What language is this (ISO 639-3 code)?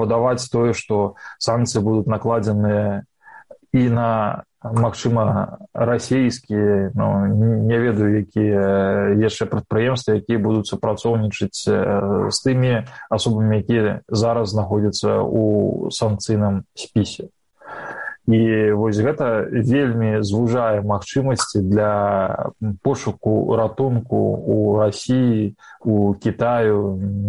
bel